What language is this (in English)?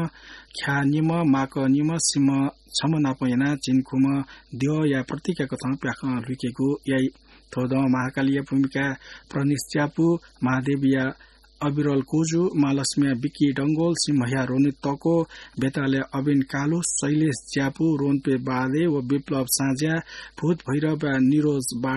Newari